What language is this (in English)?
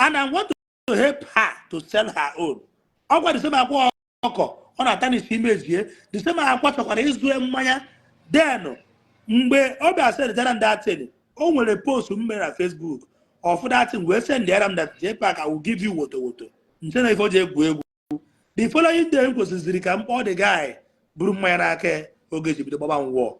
Igbo